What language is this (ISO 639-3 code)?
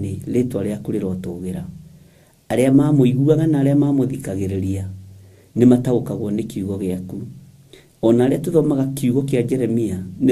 kik